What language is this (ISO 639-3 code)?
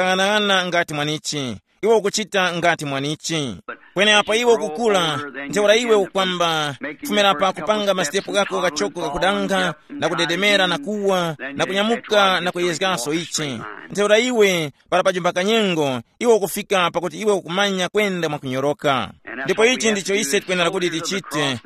tum